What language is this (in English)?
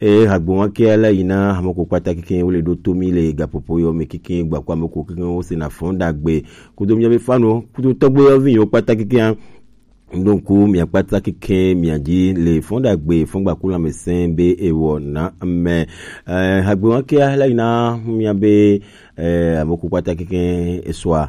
Gen